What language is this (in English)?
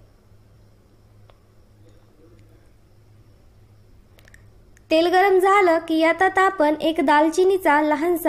Marathi